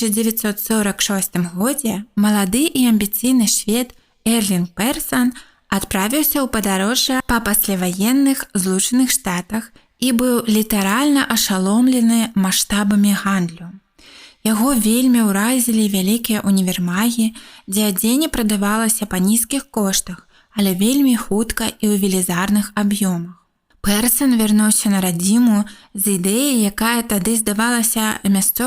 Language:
Belarusian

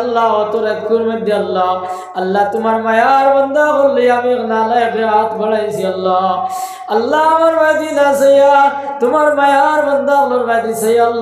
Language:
Sylheti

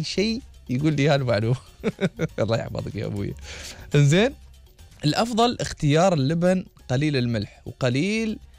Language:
Gulf Arabic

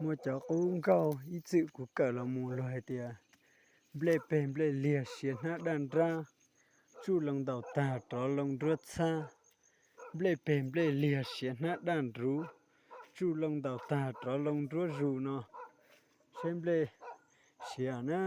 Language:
Hmong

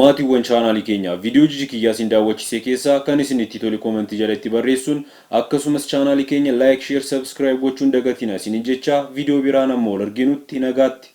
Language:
Oromo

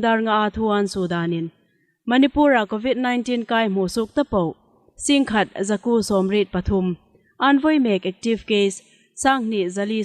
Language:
Hmar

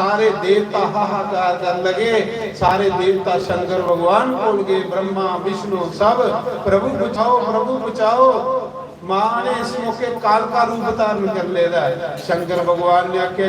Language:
Dogri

